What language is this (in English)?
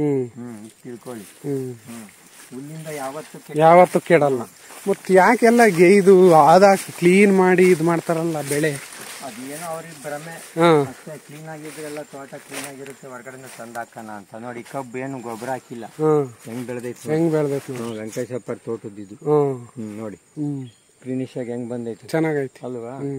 Kannada